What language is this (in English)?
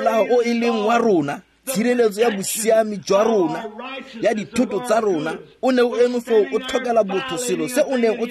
Tswana